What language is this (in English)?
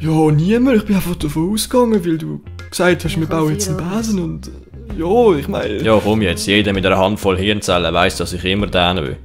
Swiss German